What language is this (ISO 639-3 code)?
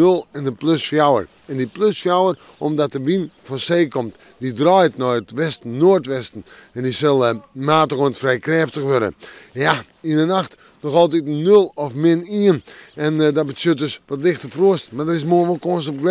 fry